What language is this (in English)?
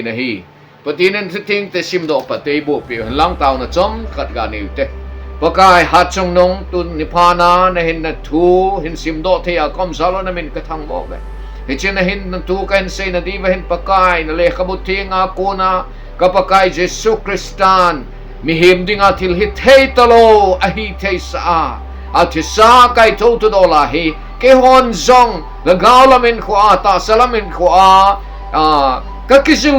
Thado Chin